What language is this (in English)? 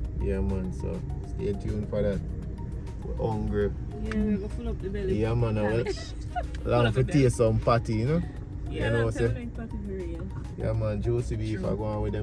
Jamaican Creole English